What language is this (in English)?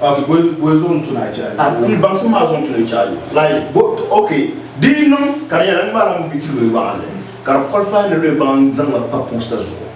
Dagbani